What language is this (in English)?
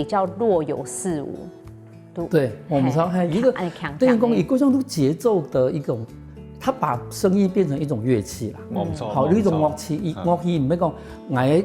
Hakka Chinese